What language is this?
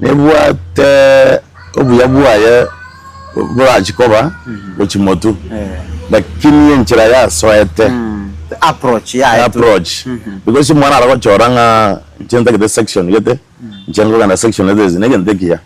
Gusii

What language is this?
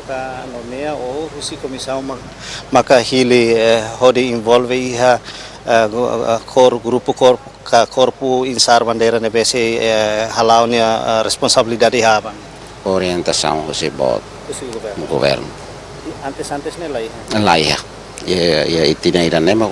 Tetum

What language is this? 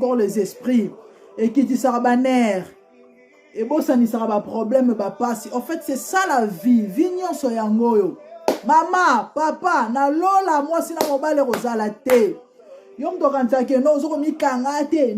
Lingala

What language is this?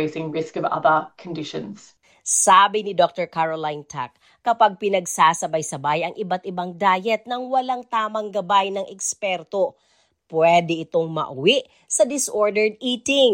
Filipino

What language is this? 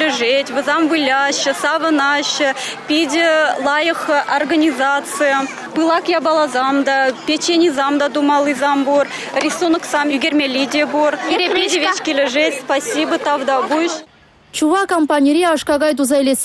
Chuvash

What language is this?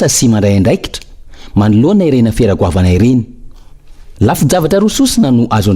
Malagasy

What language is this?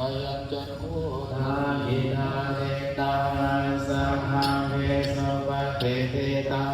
Pali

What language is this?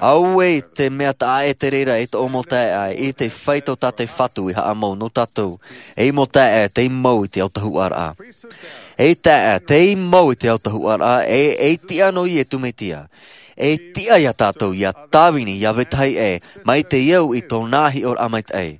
Tahitian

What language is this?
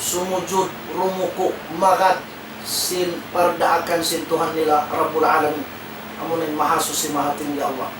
Tausug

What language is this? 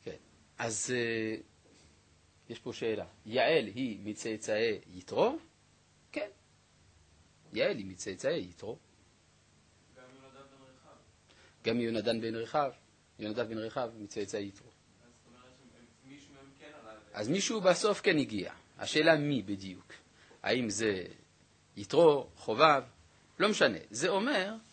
Hebrew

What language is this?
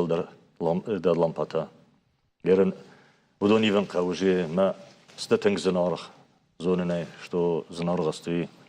Ossetic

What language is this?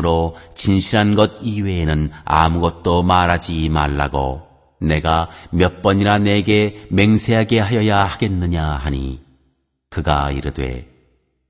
Korean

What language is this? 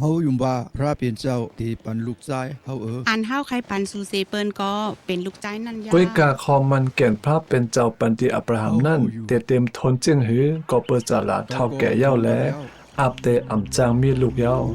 Shan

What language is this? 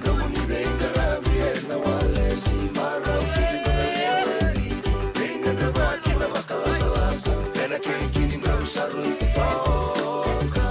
Fijian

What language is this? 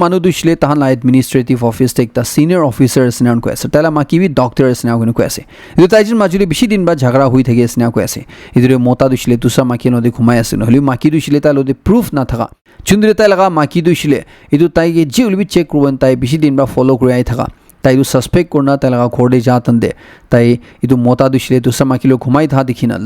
Naga Pidgin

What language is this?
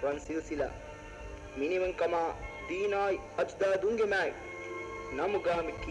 Divehi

